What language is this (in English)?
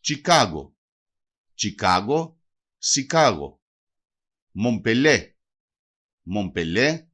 Macedonian